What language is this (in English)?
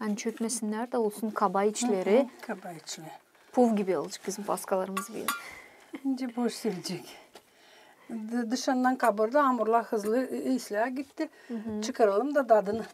Gagauz